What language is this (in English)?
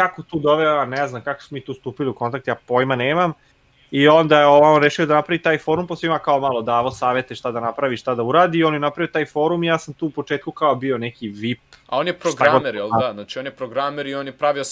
Serbian